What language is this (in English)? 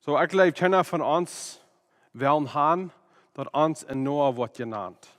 Plautdietsch